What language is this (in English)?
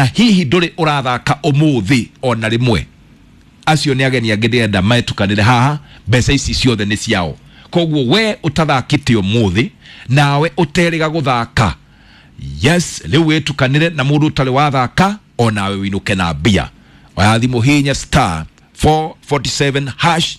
Kikuyu